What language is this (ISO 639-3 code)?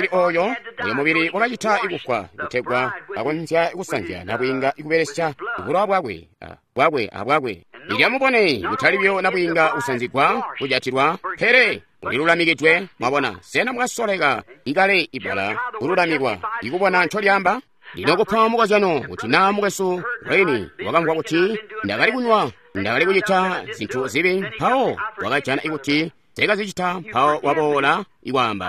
toi